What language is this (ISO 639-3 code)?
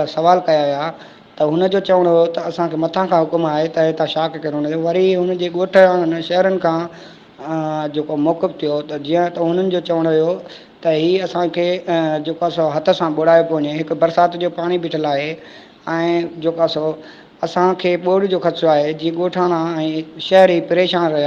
snd